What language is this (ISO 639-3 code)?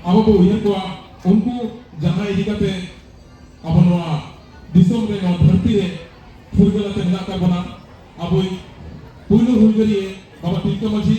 sat